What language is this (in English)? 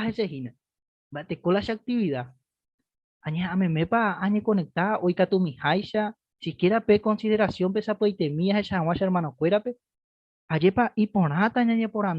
Guarani